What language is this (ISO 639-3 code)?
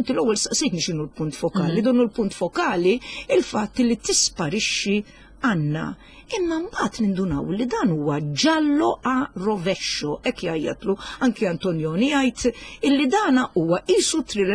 mlt